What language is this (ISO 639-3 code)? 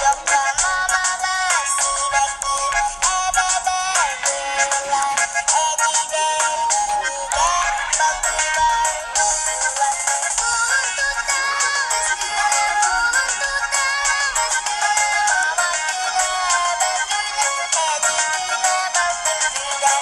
sah